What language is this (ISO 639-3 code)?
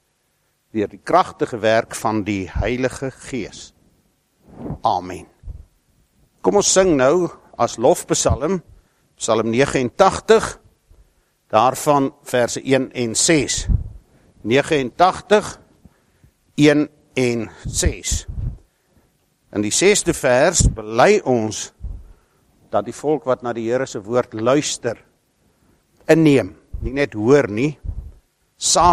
afr